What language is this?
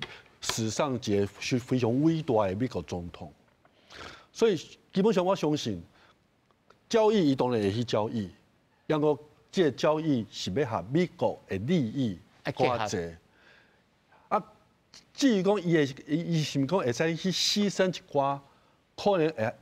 Min Nan Chinese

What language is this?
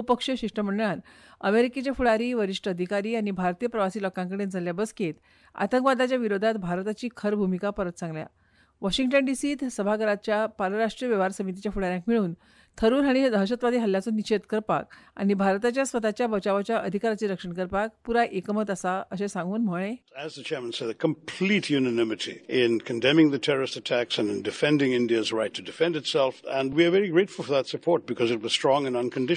Konkani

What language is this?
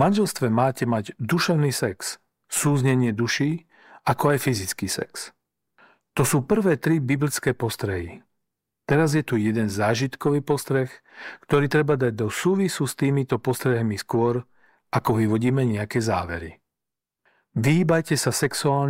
Slovak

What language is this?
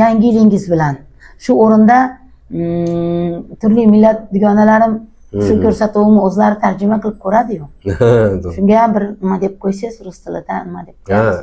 Uzbek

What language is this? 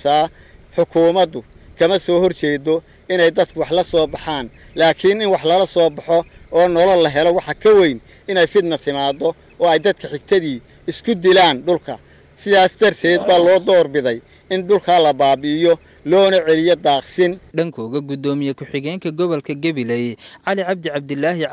Somali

